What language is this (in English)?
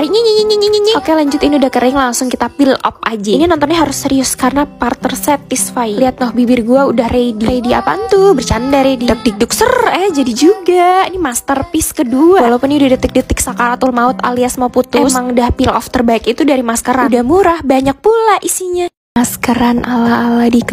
Indonesian